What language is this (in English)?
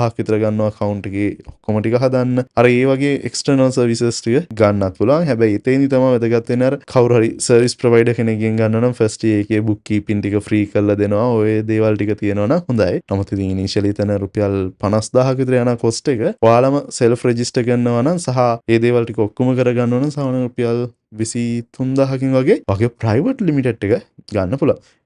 Sinhala